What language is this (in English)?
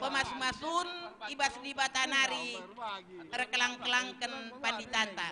Batak Karo